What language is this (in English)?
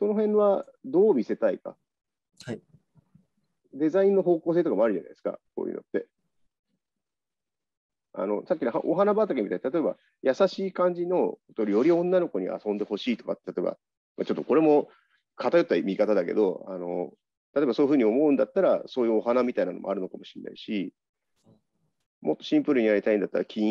Japanese